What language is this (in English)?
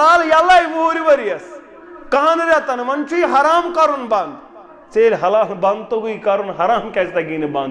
Kashmiri